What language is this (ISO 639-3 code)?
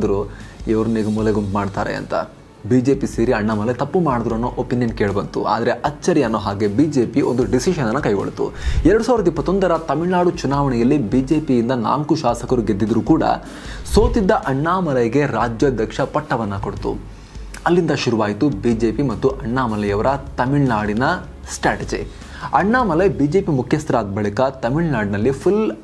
kan